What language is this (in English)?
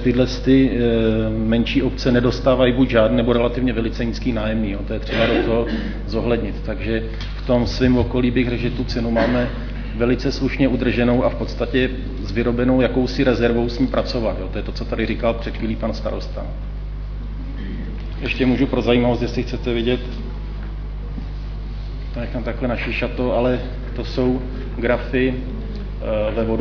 Czech